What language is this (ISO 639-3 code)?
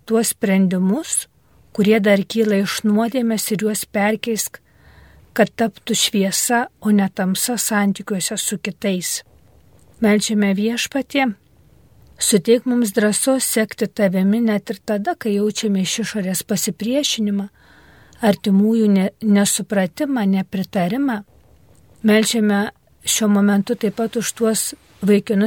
lit